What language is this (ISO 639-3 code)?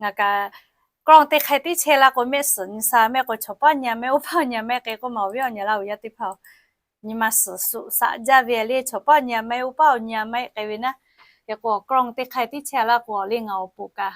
lhu